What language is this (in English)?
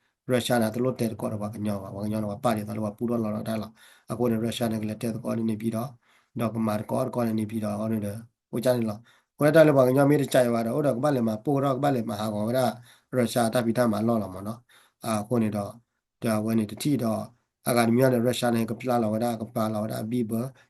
S'gaw Karen